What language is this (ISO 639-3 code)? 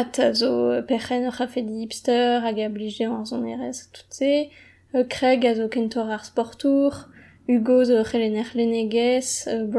bre